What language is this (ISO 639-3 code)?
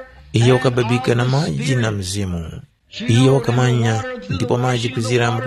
tum